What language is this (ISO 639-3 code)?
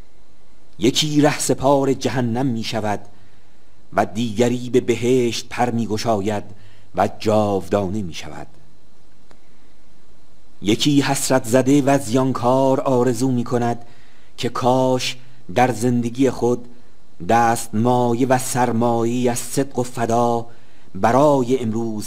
fas